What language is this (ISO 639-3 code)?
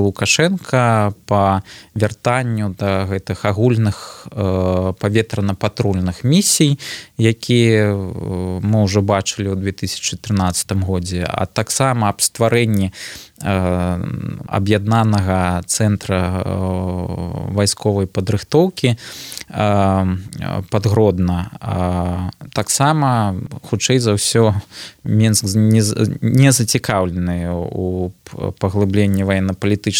bel